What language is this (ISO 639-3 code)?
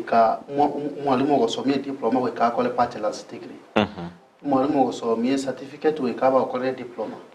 guz